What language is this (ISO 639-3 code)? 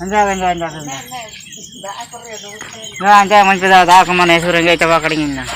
hoc